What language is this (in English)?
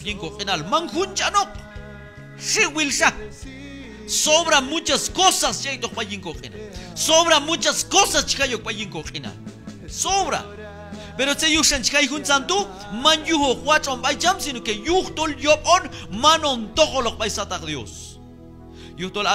Q'anjob'al